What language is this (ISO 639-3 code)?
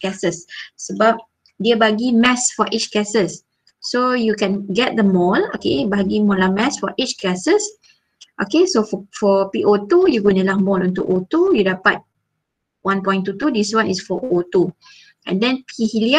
msa